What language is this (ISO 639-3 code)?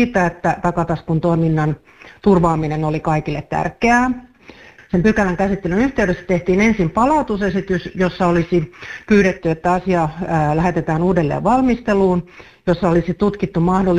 fin